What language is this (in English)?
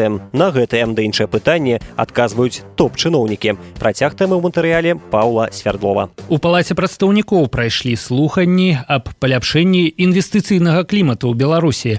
Belarusian